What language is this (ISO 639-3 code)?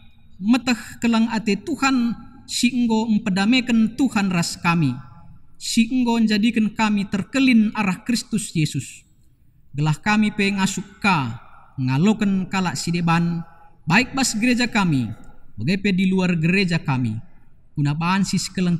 btx